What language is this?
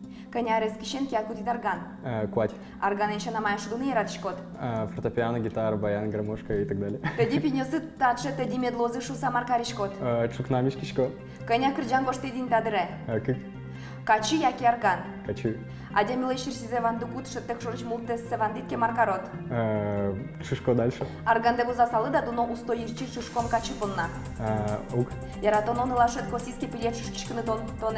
Udmurt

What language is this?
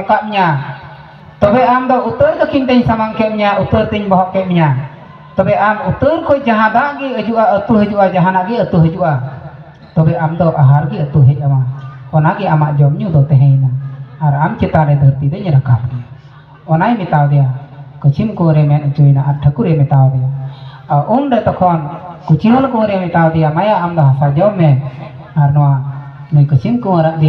Santali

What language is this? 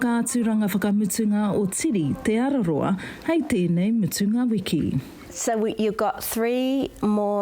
Māori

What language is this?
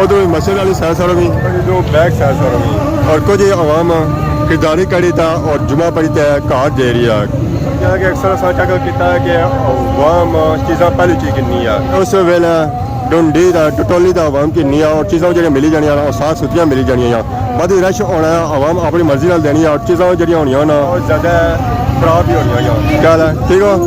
Pahari-Potwari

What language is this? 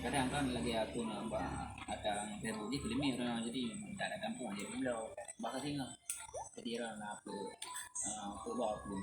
Achinese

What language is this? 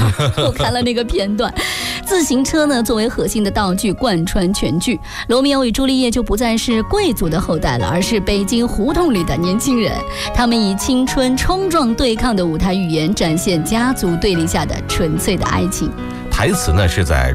Chinese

